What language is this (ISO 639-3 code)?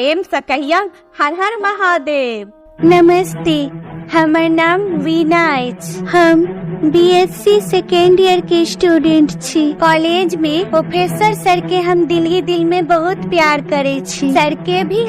mai